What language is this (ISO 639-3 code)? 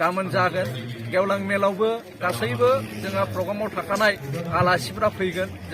brx